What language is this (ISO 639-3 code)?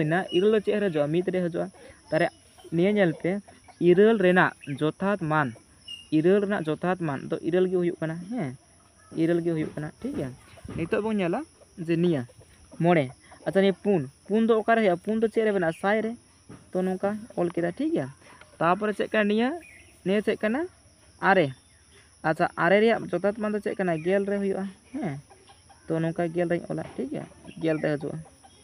sat